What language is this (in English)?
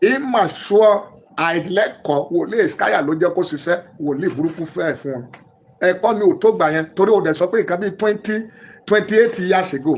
Yoruba